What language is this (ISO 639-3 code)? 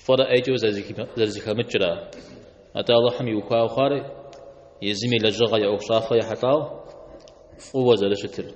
kbd